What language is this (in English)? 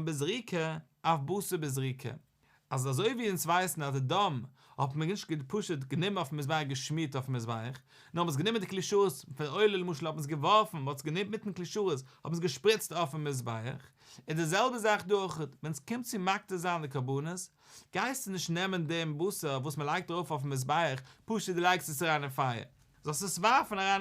Yiddish